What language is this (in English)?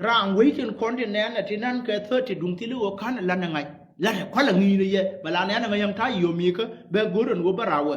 Nuer